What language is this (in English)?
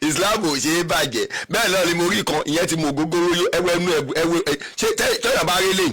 Yoruba